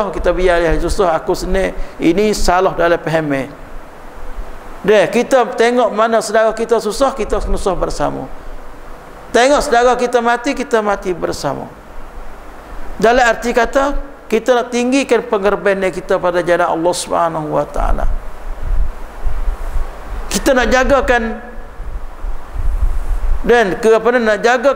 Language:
Malay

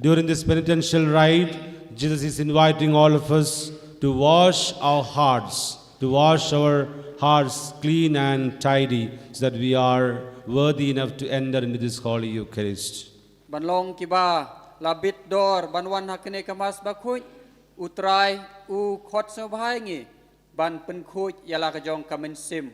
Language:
Khasi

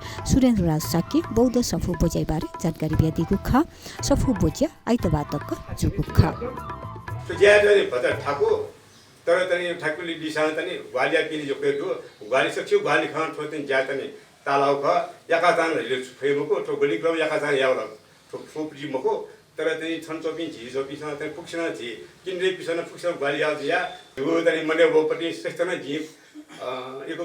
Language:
Newari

